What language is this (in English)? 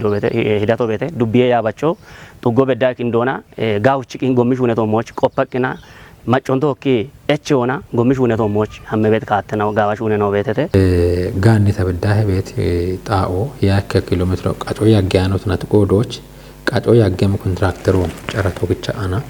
Kafa